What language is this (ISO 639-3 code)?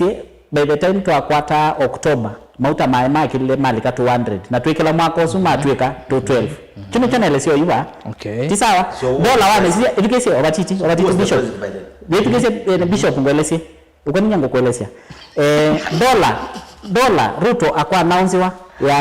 kam